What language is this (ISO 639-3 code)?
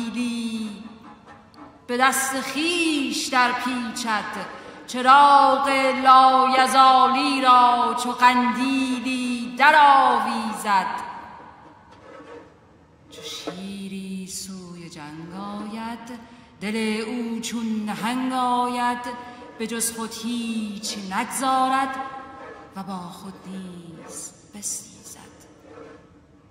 fas